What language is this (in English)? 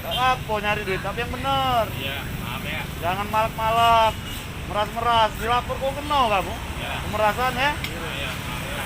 Musi